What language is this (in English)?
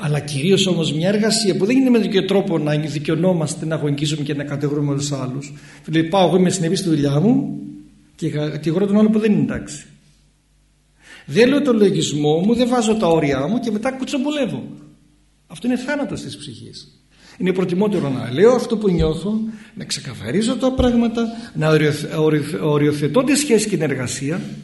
Greek